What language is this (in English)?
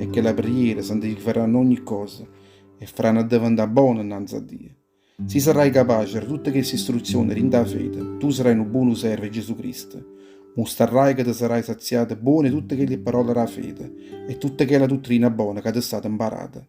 Neapolitan